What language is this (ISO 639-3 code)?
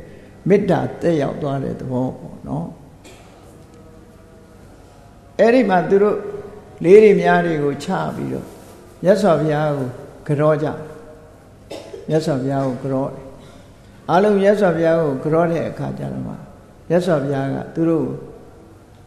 mya